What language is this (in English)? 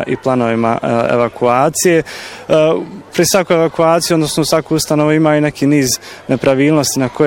Bosnian